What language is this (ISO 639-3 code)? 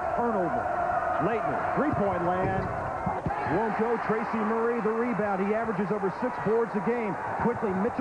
eng